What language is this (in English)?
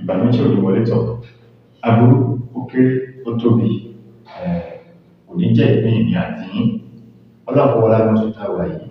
Yoruba